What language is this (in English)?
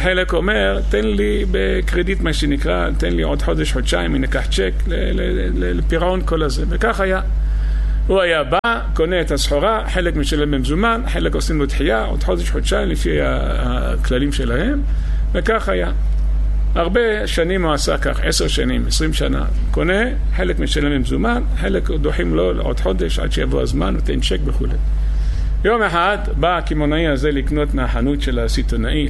Hebrew